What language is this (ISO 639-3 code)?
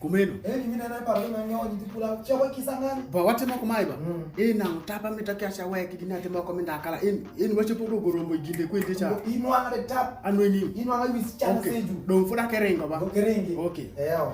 alz